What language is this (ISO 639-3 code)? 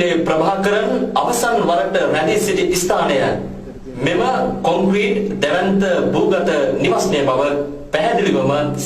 sin